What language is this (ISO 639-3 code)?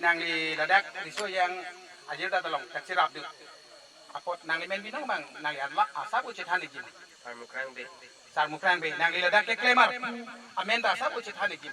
mjw